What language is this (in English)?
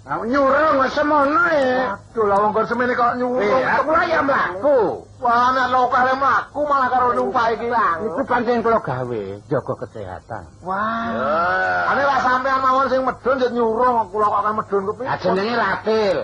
Javanese